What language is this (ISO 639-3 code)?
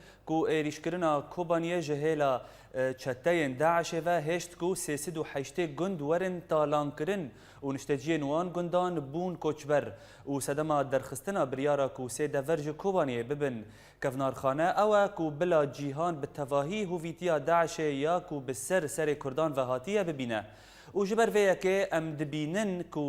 kur